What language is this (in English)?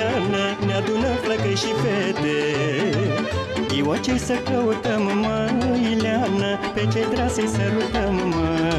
Romanian